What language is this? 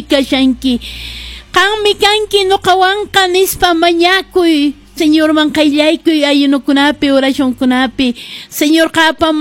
Quechua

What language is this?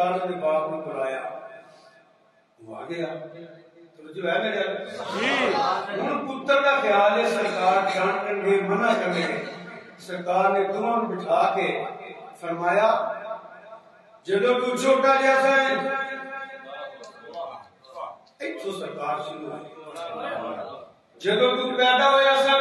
Urdu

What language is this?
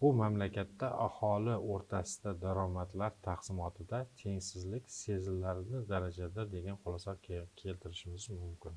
Uzbek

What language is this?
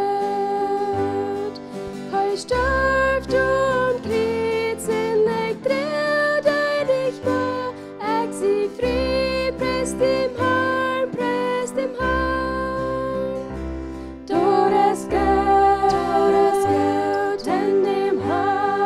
Plautdietsch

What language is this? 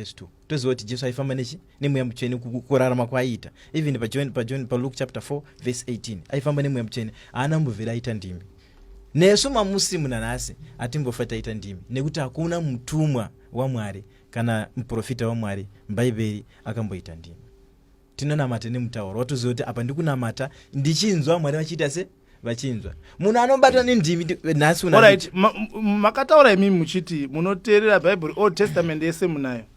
Shona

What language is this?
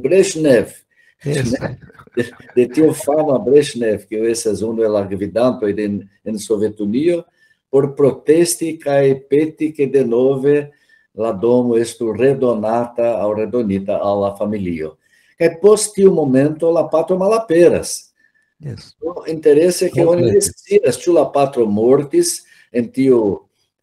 Esperanto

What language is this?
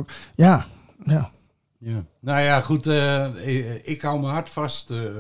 Dutch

